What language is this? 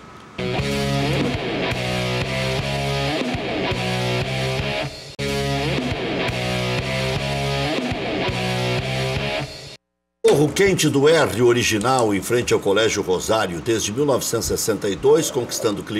Portuguese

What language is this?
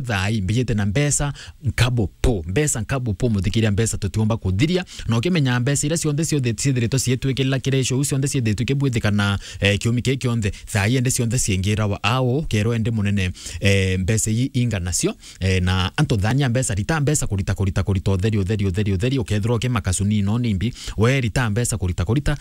Meru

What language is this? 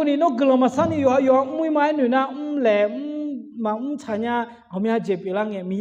Akha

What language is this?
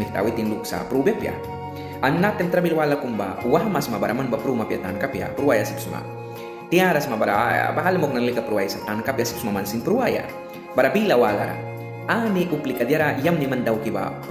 Mískito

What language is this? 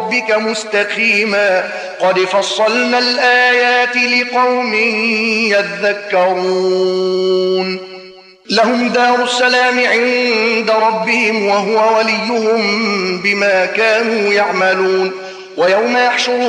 Arabic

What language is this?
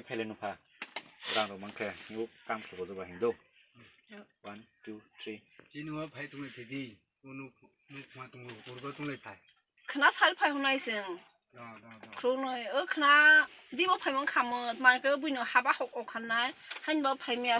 Kok Borok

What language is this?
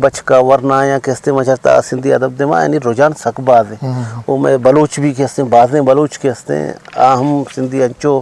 Eastern Balochi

